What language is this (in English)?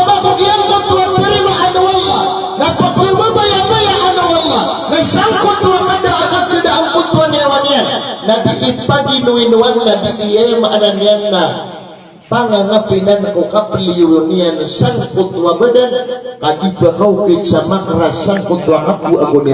Maranao